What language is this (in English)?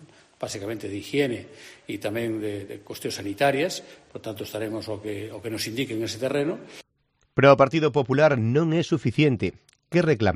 Galician